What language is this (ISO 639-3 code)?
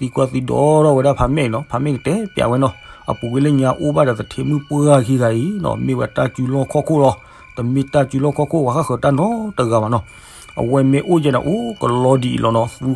ksw